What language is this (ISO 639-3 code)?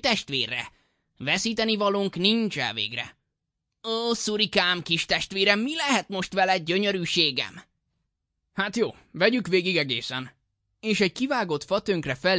hun